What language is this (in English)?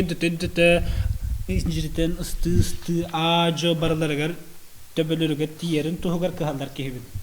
Yakut